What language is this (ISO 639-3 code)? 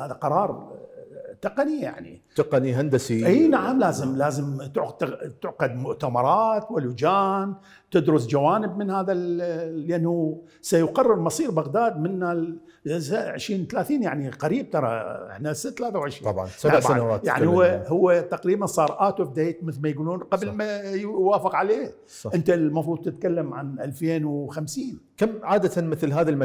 acm